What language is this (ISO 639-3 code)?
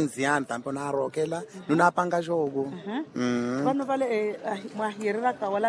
vmw